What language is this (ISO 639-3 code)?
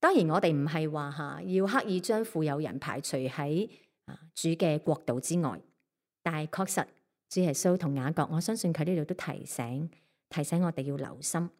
yue